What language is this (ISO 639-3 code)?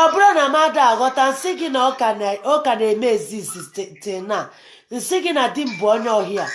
ibo